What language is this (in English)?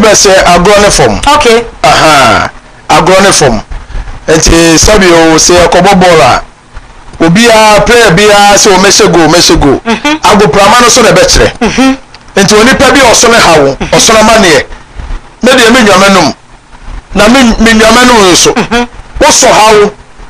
Akan